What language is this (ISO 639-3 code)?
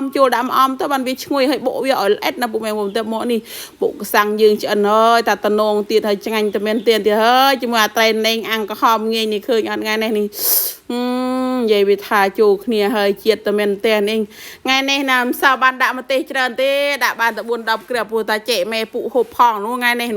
khm